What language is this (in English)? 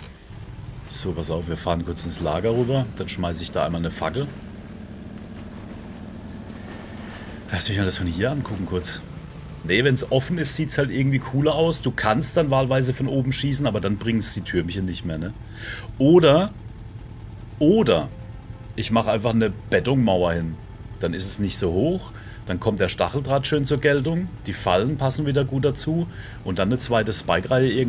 German